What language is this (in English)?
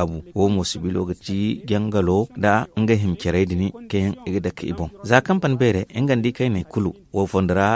Zarma